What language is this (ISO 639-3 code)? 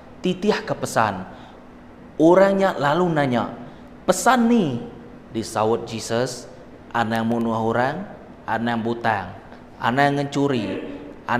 iba